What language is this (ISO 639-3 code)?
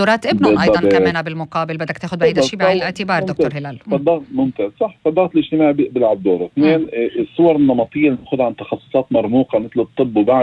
apc